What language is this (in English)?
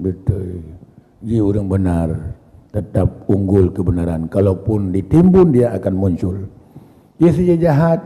Achinese